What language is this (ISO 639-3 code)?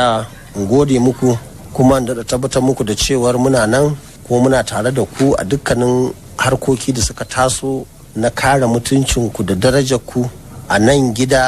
hau